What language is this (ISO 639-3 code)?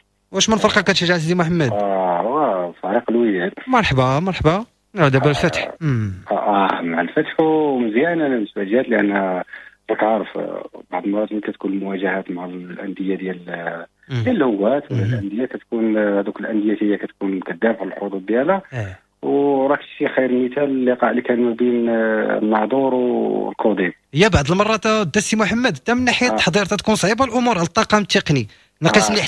ary